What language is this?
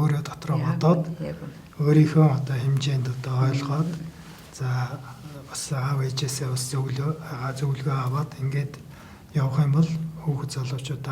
Mongolian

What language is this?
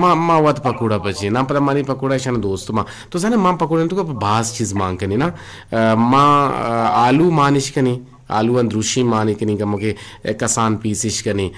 Eastern Balochi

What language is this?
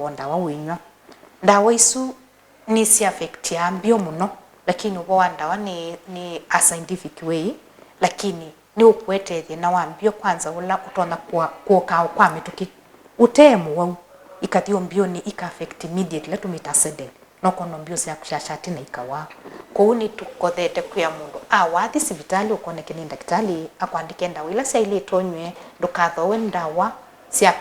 Kamba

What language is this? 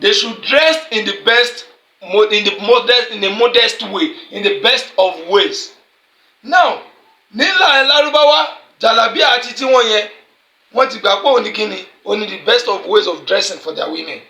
Yoruba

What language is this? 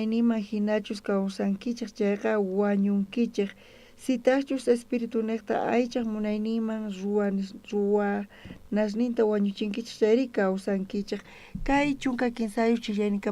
South Bolivian Quechua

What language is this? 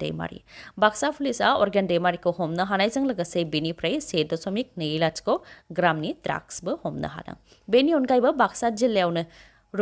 Bodo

